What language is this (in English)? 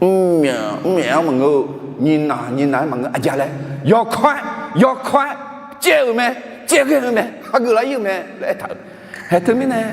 Akha